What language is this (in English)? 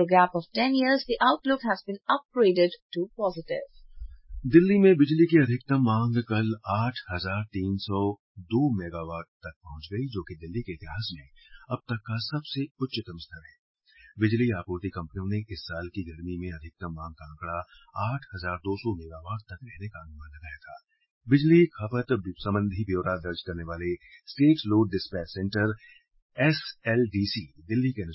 Hindi